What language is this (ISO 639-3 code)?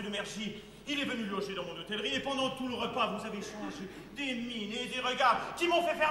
fra